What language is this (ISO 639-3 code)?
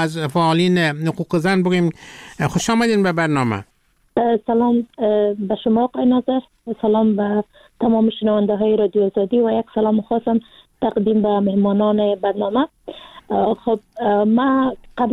fas